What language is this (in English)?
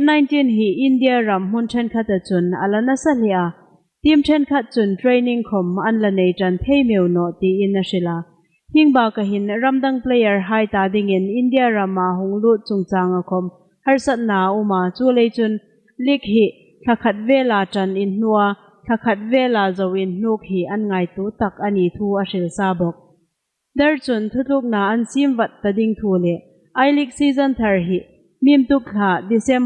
Hmar